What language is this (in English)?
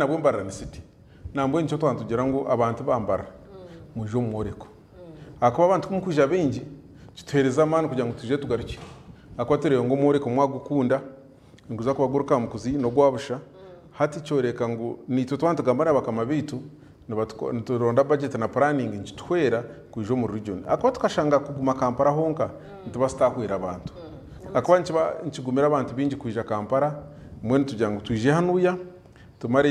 Nyankole